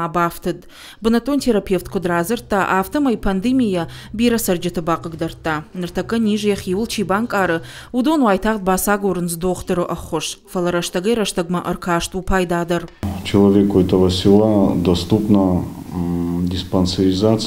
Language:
Ossetic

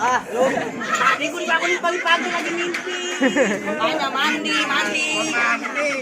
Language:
Betawi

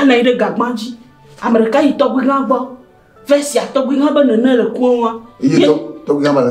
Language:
Ewe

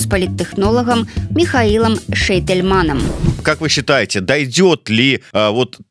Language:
Belarusian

